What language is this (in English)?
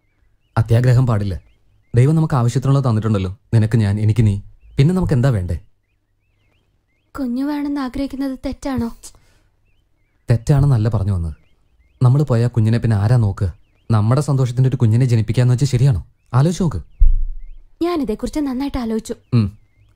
Malayalam